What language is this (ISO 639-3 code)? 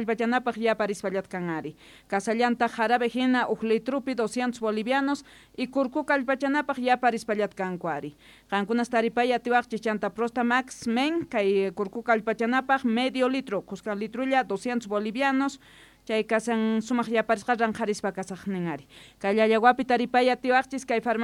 quh